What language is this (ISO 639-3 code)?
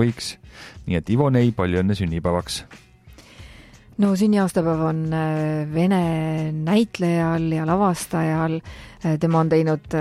est